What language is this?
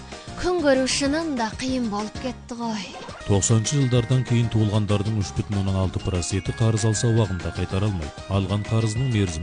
Kazakh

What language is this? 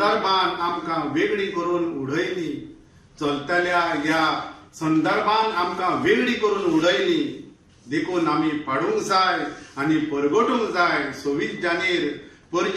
Konkani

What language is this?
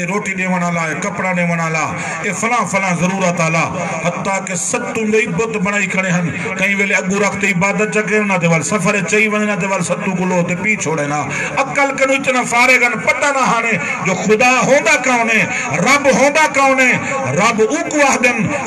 Saraiki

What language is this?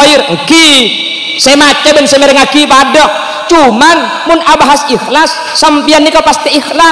Madurese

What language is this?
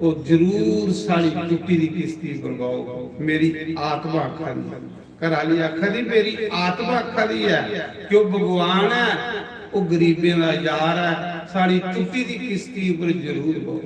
Dogri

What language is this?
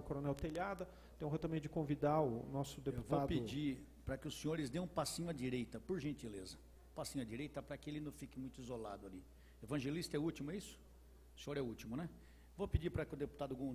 Portuguese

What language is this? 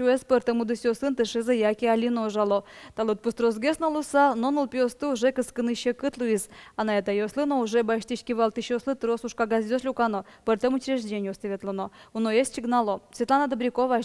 Udmurt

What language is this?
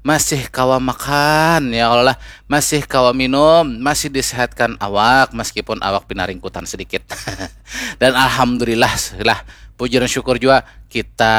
Banjar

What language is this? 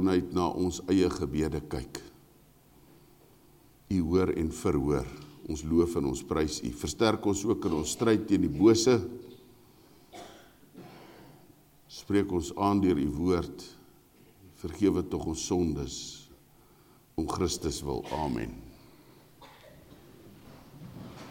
Afrikaans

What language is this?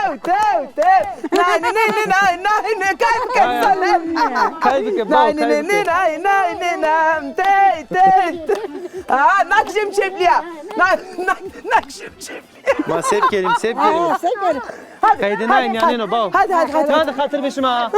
Zaza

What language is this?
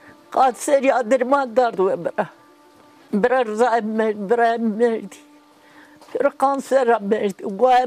Zaza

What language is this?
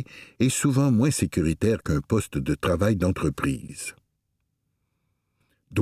French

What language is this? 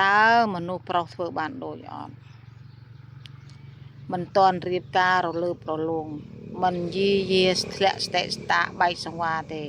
Khmer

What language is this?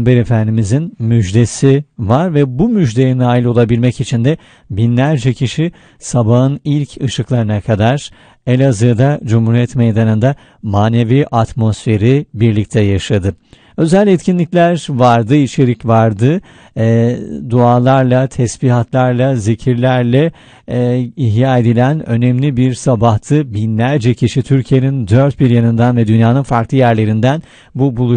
Turkish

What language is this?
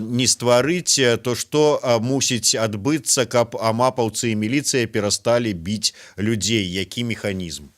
Belarusian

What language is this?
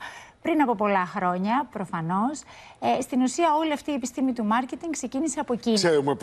Greek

